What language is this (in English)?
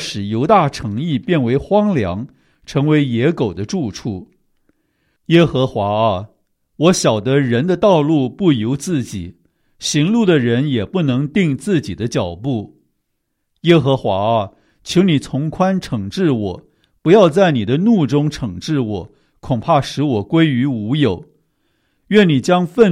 Chinese